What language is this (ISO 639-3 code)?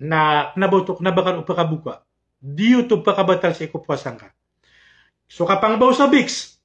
mrw